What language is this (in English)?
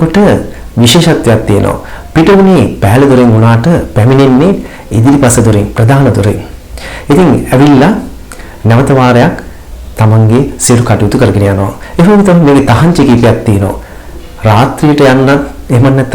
Sinhala